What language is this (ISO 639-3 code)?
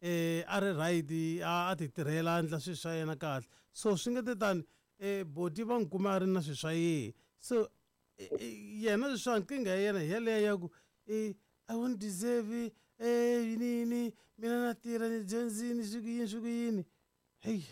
tso